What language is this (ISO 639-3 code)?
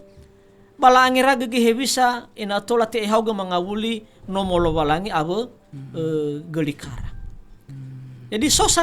nia